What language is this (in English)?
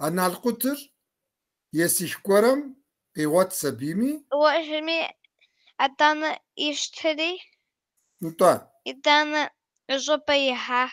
Kabardian